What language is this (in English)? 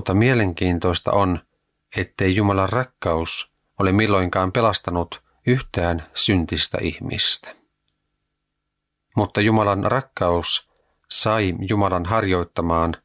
Finnish